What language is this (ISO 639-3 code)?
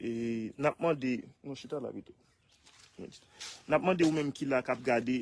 hat